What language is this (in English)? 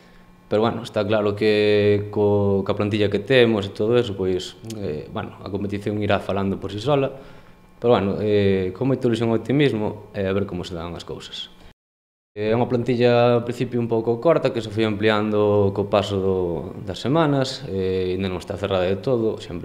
Galician